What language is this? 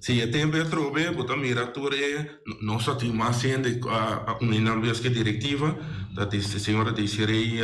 Papiamento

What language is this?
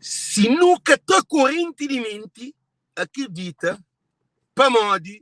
Kabuverdianu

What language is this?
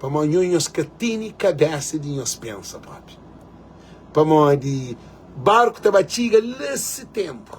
Kabuverdianu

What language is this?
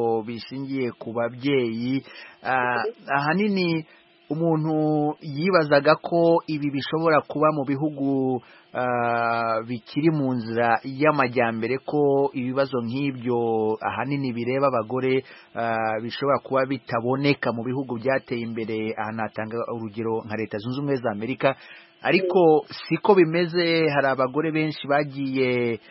Kinyarwanda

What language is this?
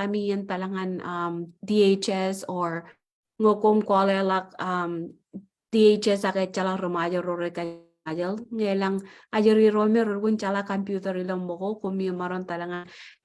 Marshallese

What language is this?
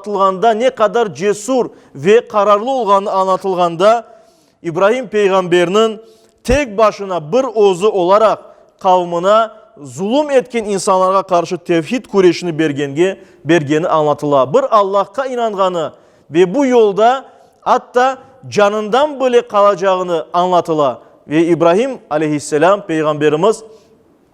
Crimean Tatar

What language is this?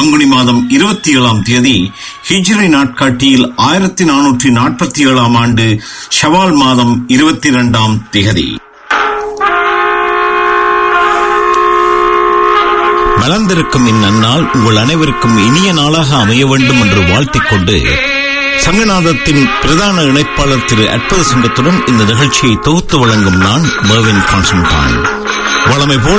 Tamil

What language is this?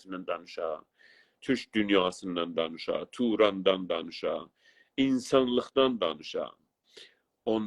South Azerbaijani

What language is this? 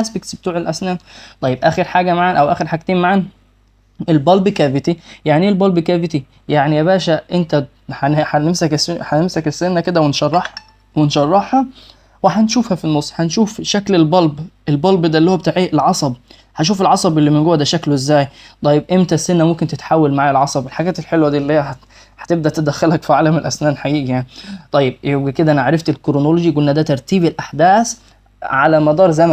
Egyptian Arabic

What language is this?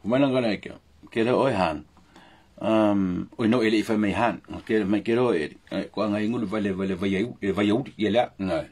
Samoan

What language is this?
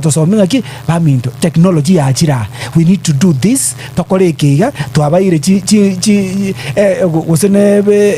Gusii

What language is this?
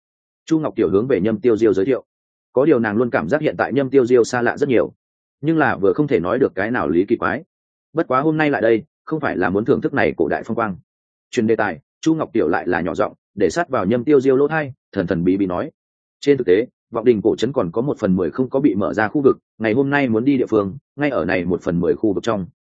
Vietnamese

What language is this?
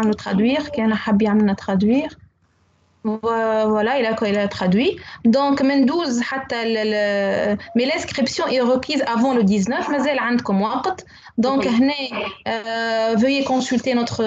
Tunisian Arabic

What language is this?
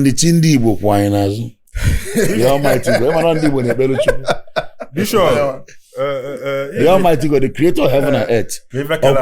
Igbo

